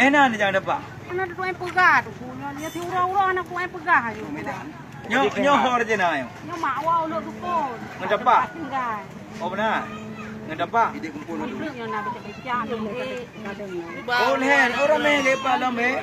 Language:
Achinese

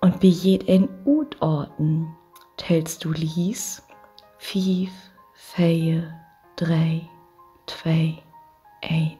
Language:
Low German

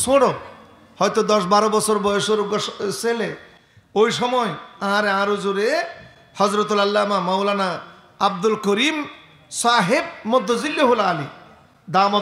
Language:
Rohingya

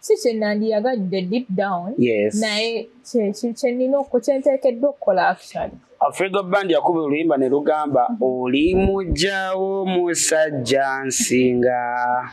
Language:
Ganda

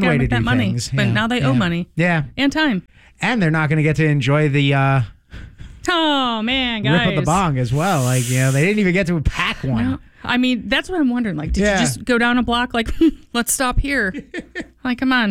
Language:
English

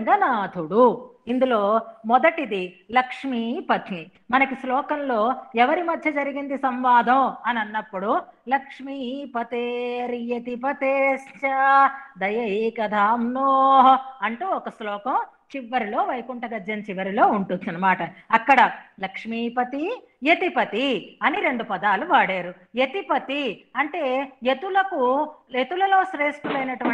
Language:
Telugu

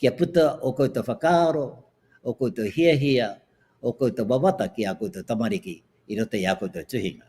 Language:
Māori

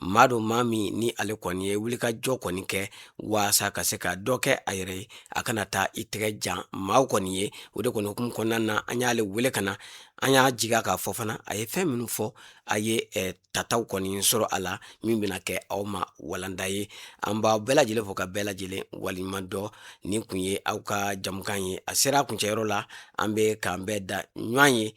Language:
Bambara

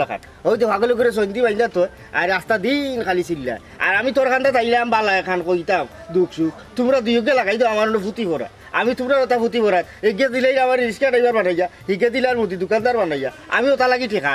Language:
Sylheti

